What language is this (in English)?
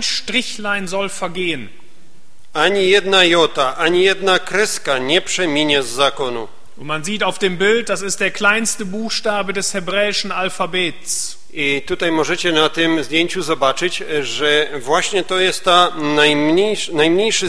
Polish